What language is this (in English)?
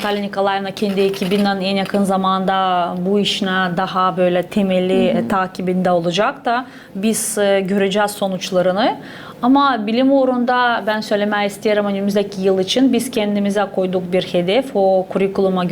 Gagauz